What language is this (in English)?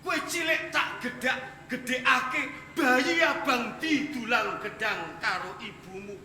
Javanese